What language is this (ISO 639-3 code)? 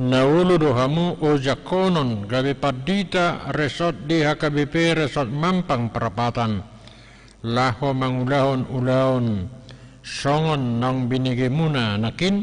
bbc